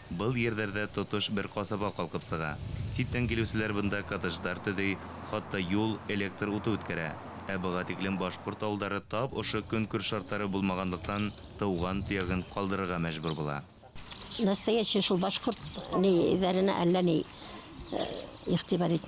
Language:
Bashkir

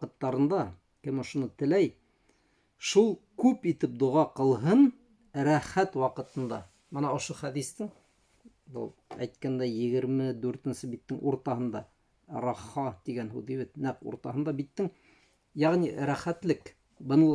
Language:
Bashkir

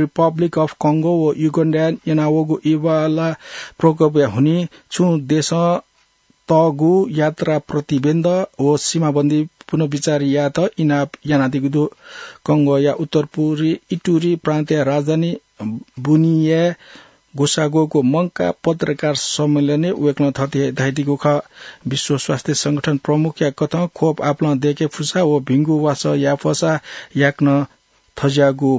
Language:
Newari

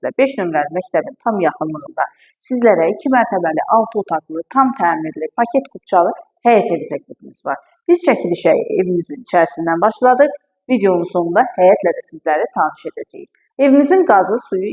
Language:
Azerbaijani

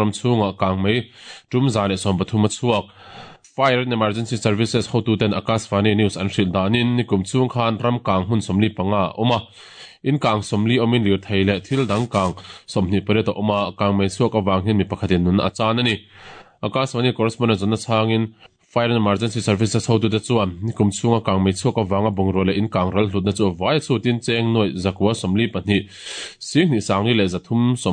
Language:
Mizo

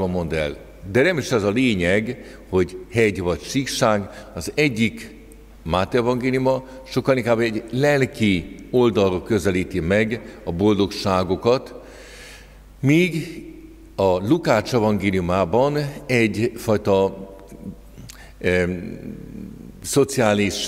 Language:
Hungarian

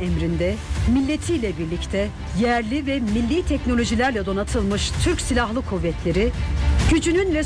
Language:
Turkish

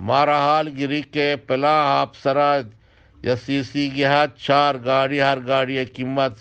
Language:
Eastern Balochi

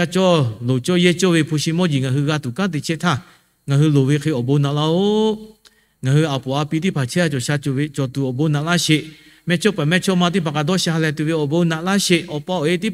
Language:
Lahu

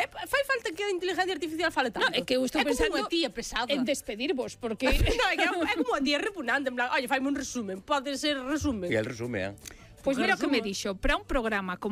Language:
Galician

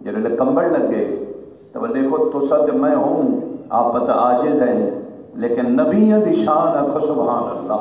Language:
Saraiki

